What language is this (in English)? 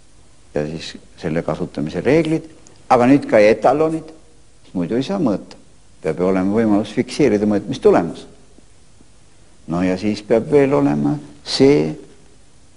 Estonian